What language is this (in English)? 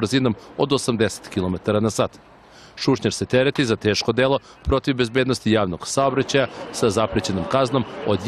Serbian